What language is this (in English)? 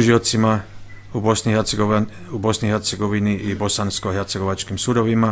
Bosnian